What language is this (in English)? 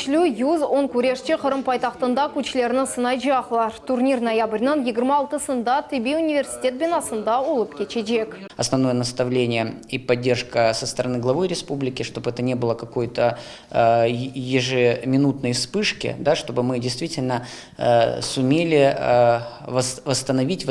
Crimean Tatar